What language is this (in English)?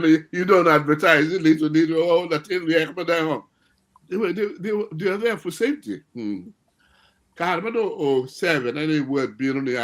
Acoli